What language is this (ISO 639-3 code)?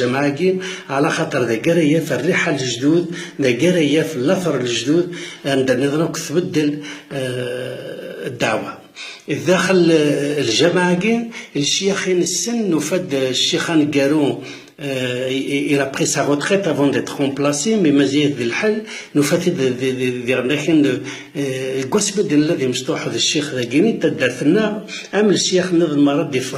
kab